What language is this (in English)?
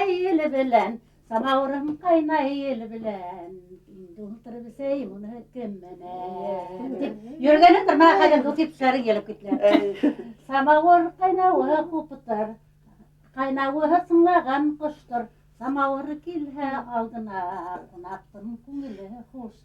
Bashkir